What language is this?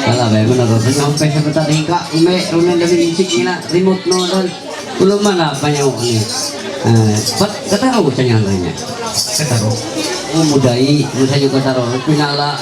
Ma'anyan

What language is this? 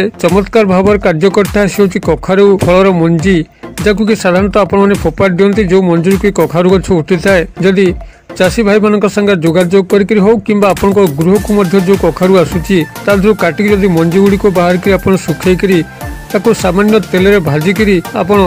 Odia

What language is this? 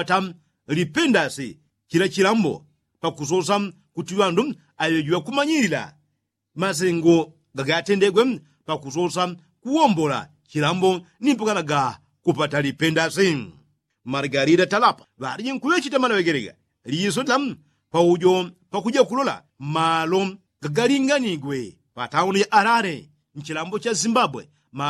Yao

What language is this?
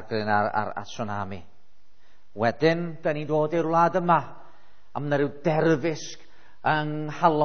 Welsh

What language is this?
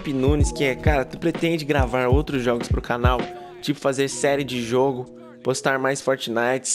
Portuguese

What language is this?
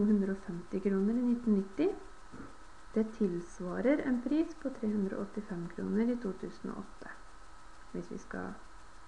Norwegian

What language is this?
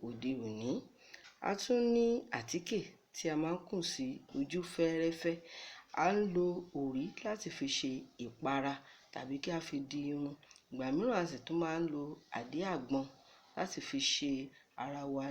Yoruba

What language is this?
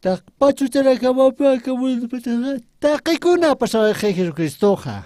Aymara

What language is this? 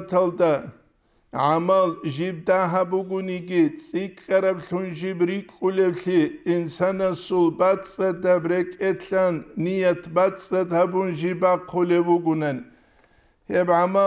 Avaric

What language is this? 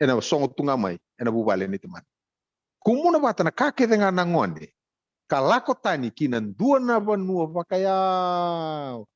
Fijian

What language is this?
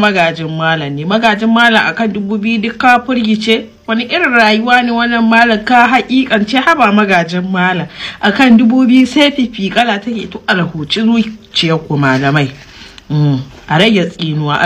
Hausa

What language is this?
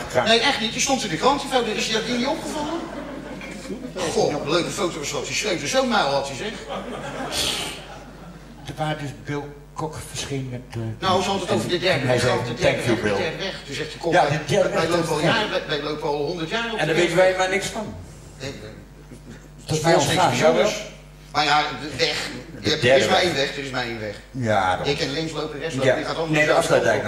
Dutch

